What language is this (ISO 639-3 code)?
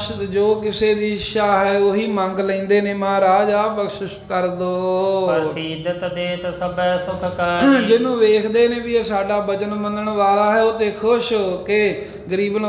pan